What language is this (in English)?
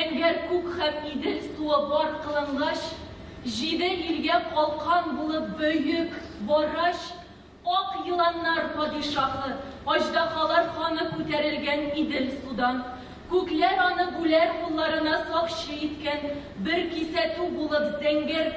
Tatar